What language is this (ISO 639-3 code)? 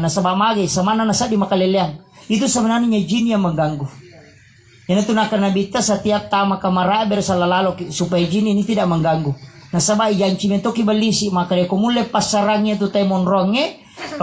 bug